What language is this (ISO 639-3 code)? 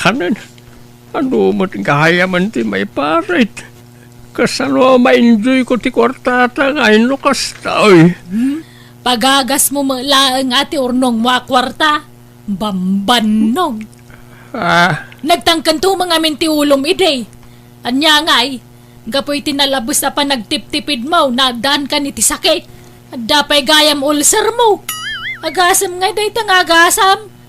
ilo